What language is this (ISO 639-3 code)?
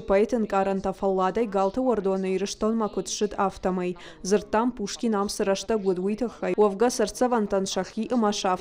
oss